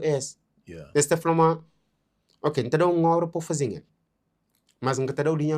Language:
Kabuverdianu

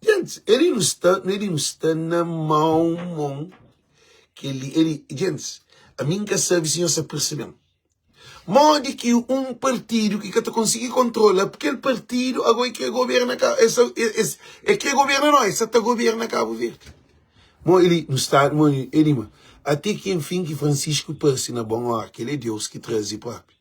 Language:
Kabuverdianu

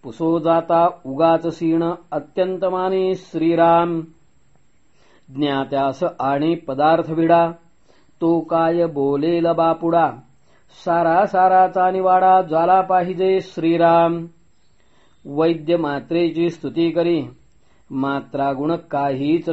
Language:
Marathi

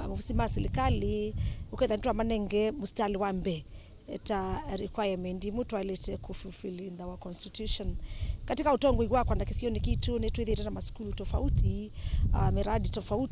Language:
Kamba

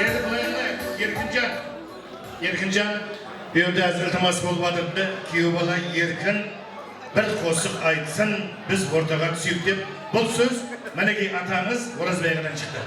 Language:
Kara-Kalpak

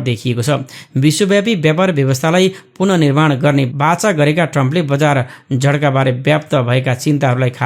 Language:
Nepali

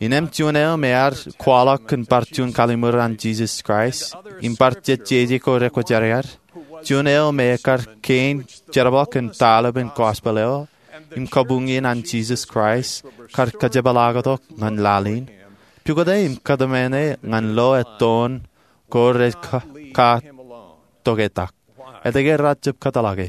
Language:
Marshallese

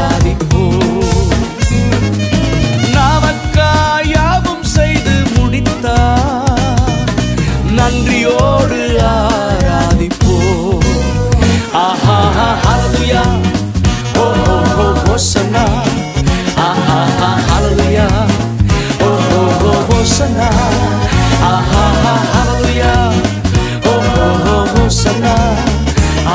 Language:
Tamil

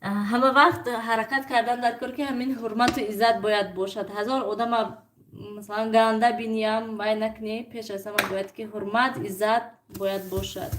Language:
Tajik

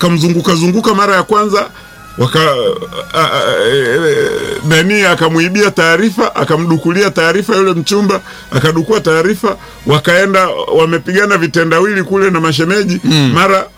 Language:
Swahili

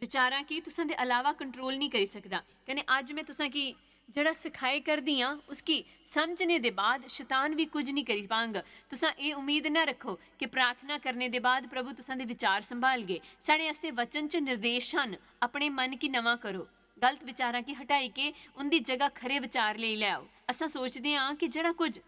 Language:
Dogri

